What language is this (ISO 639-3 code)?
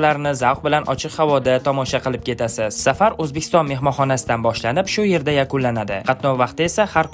uzb